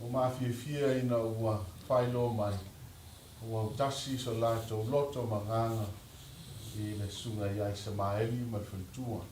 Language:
Samoan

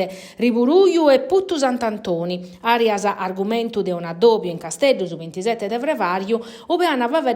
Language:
Sardinian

